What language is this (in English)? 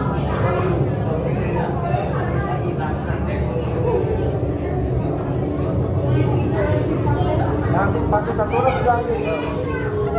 Malay